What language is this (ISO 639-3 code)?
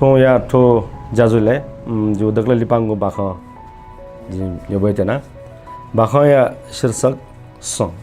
new